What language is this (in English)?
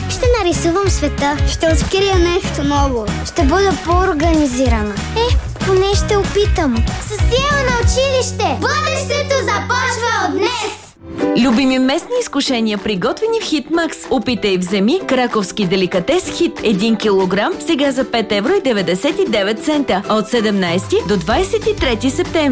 Bulgarian